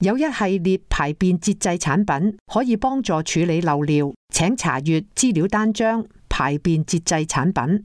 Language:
Cantonese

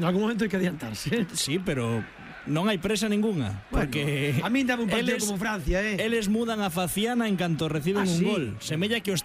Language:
Galician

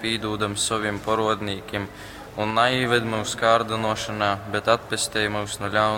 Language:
Latgalian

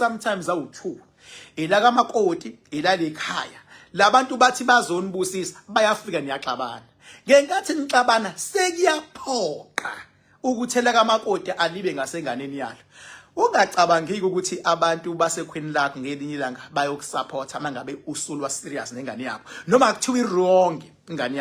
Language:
Zulu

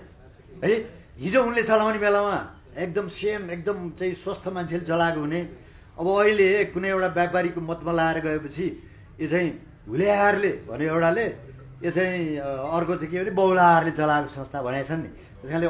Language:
Nepali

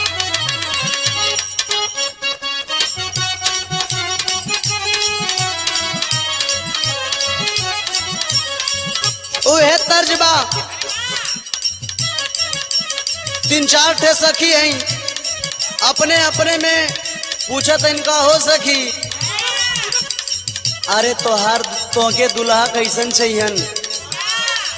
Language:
Bhojpuri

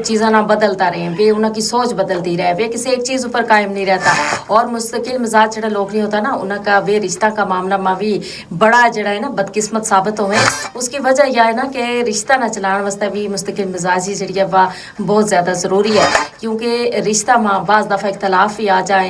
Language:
Gujari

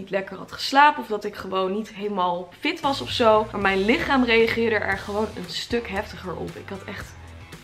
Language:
Dutch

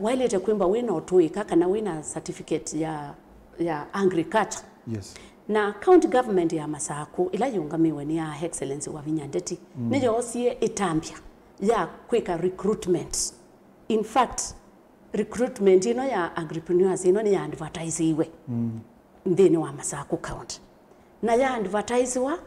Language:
Kamba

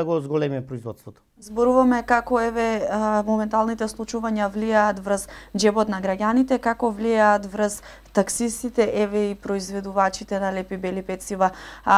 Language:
Macedonian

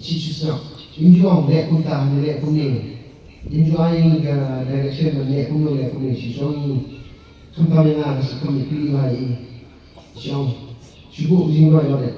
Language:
Khasi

